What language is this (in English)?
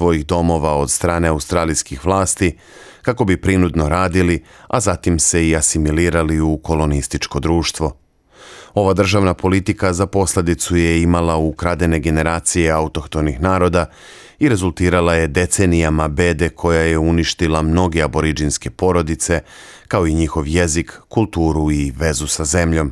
Serbian